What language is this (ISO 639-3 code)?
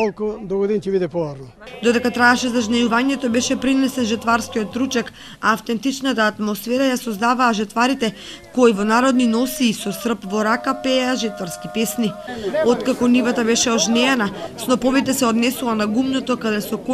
mkd